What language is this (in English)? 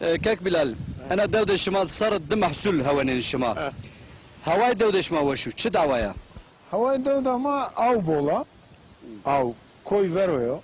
Zaza